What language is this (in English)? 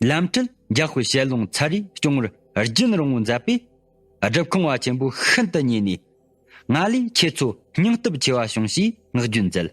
Tibetan